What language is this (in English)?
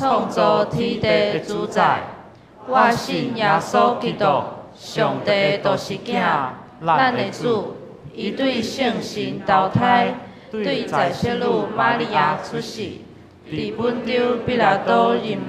Min Nan Chinese